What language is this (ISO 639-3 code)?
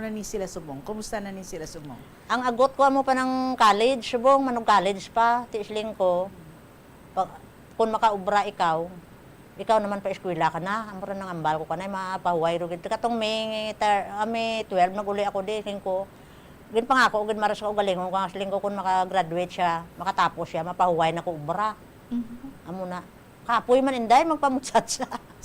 hil